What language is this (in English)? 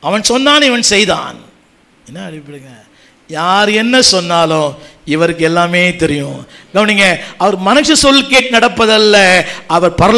Tamil